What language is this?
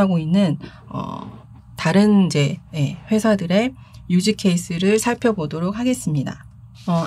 Korean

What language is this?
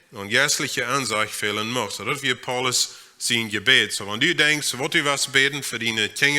Plautdietsch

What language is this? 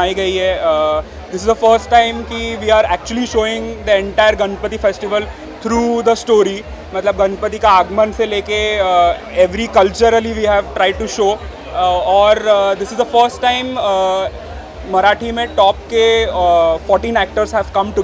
Hindi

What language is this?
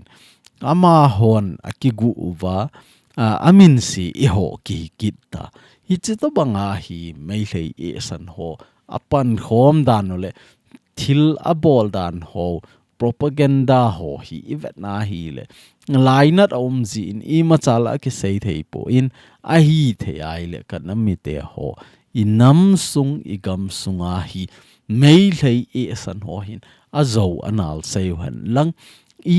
Thado Chin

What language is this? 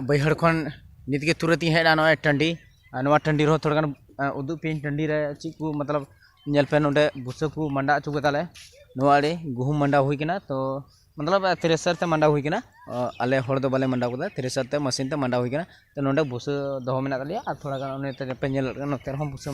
Santali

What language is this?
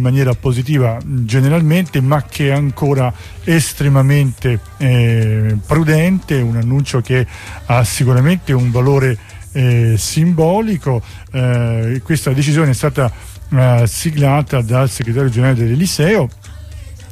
Italian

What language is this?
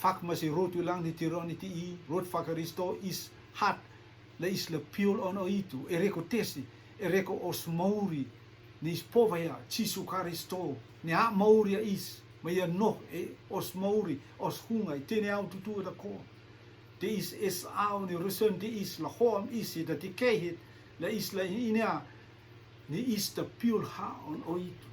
Rotuman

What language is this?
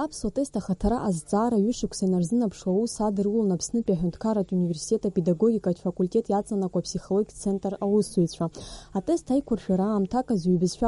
Abkhazian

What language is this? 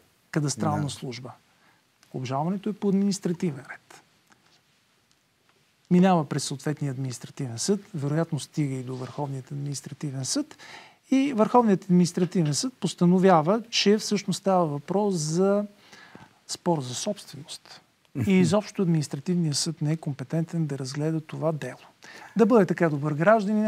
Bulgarian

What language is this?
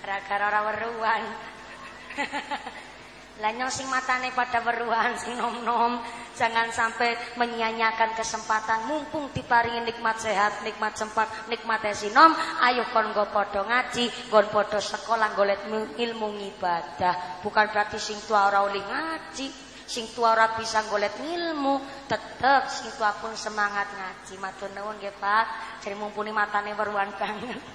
Javanese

